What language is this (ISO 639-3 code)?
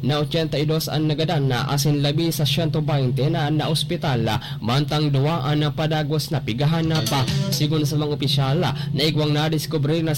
bik